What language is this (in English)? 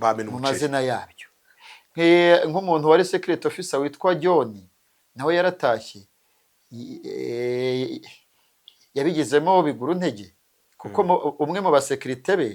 Kinyarwanda